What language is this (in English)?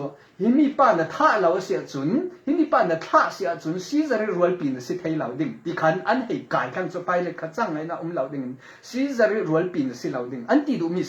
Falam Chin